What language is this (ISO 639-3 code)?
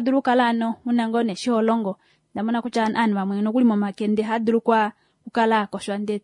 kua